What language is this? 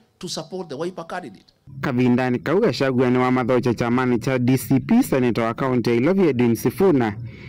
Kamba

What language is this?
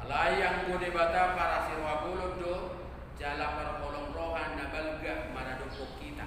Batak Toba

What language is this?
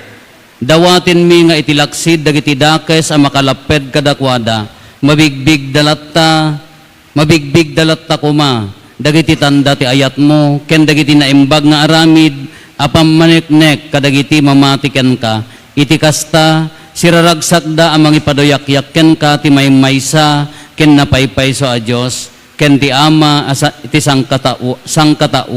Iloko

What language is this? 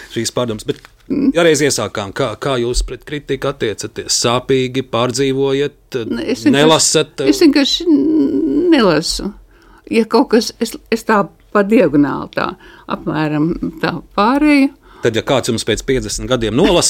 Latvian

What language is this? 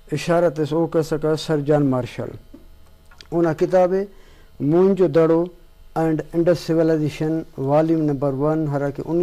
Brahui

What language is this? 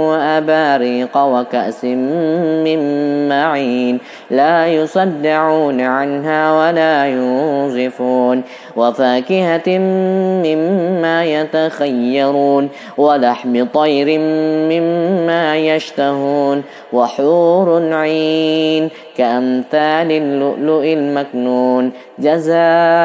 Arabic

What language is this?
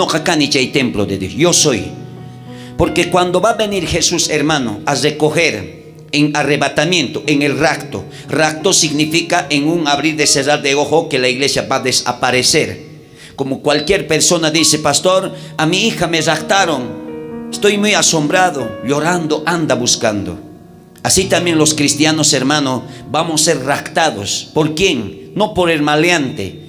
South Bolivian Quechua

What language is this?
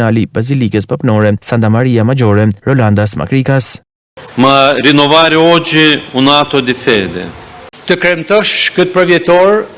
Albanian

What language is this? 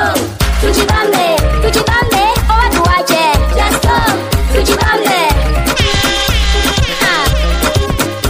Swahili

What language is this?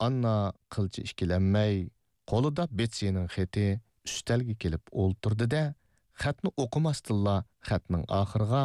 Uyghur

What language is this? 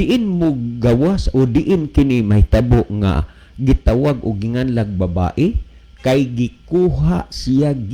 Cebuano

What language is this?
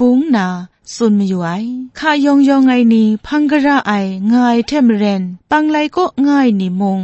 Kachin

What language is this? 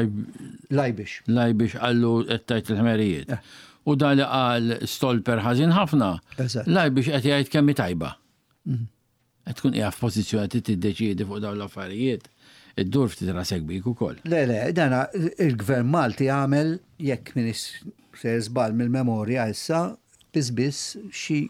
Maltese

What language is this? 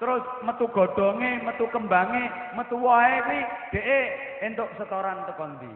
Javanese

